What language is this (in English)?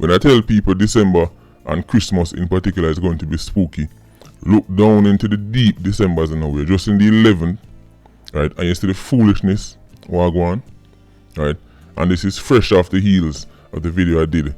Jamaican Creole English